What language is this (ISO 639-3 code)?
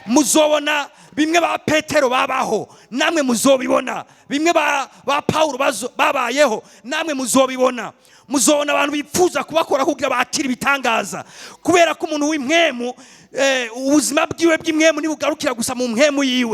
run